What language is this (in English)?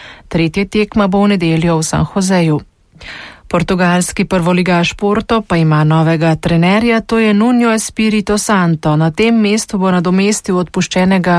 Slovenian